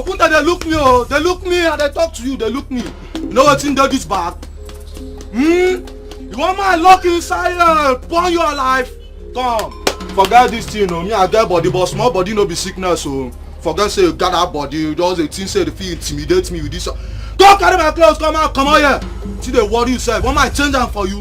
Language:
Nigerian Pidgin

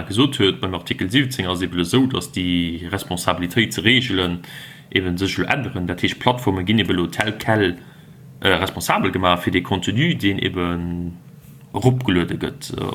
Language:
Luxembourgish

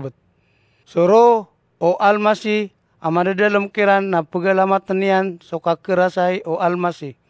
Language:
Maranao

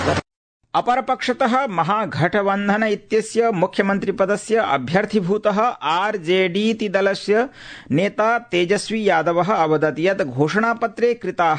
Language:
Sanskrit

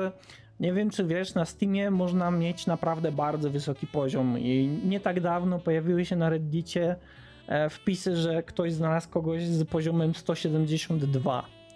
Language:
Polish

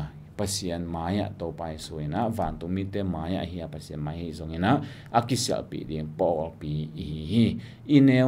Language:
Tedim Chin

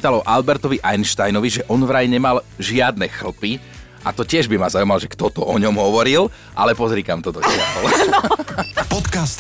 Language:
Slovak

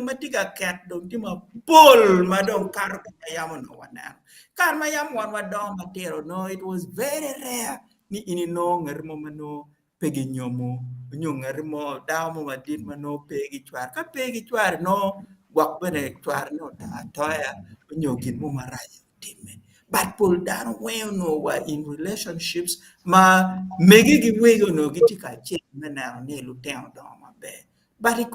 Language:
Acoli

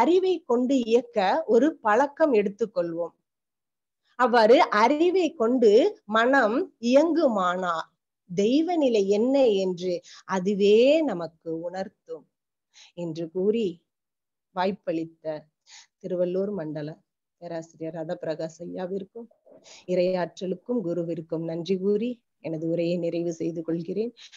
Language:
Tamil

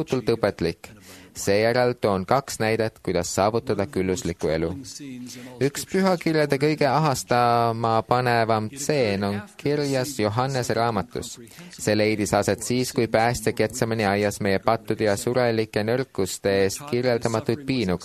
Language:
Estonian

